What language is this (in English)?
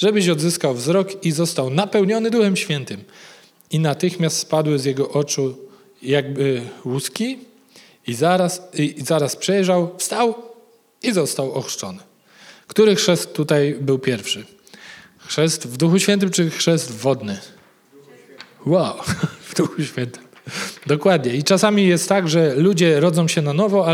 Polish